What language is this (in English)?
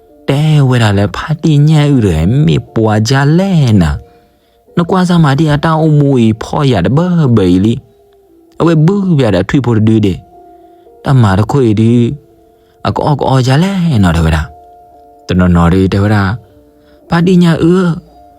S'gaw Karen